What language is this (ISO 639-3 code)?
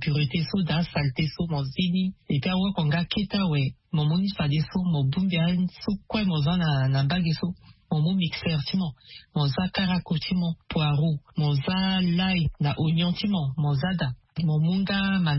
sag